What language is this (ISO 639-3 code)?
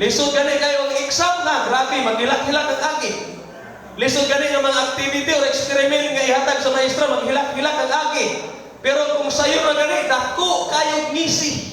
ceb